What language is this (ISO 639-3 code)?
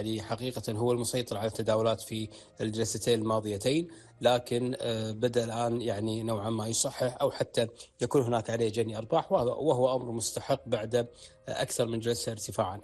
ara